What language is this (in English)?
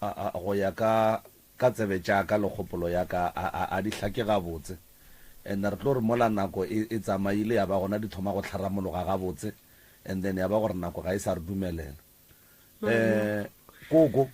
Northern Sotho